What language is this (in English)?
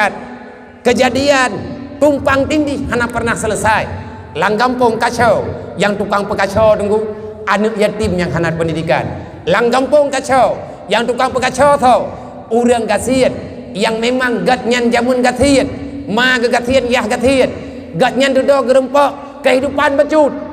Achinese